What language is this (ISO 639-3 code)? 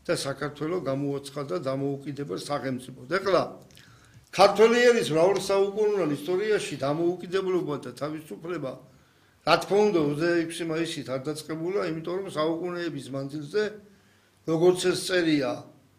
kat